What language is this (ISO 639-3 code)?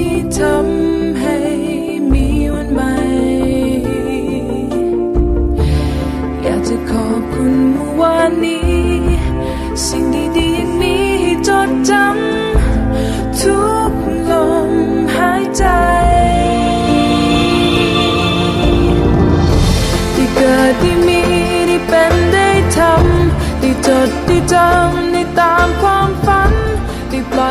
tha